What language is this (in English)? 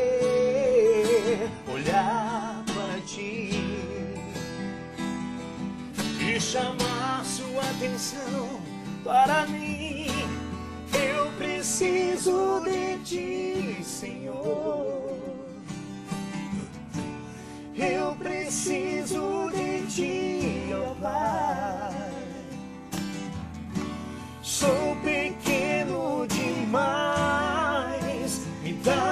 Portuguese